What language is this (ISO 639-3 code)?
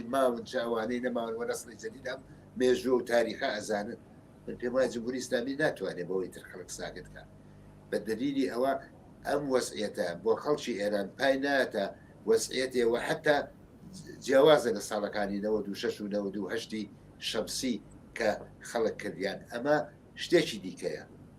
ckb